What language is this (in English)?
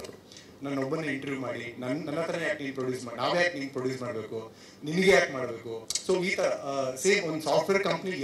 Kannada